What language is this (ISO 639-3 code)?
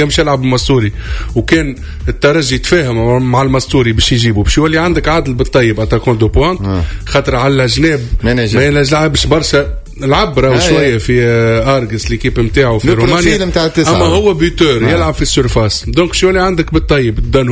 aeb